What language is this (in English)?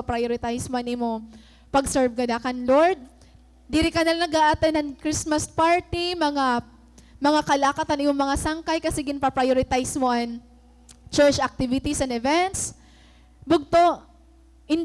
Waray